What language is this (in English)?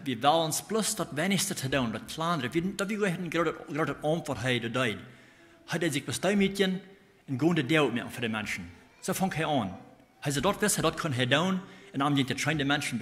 Plautdietsch